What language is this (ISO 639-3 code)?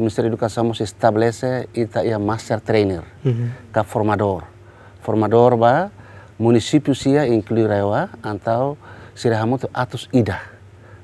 tet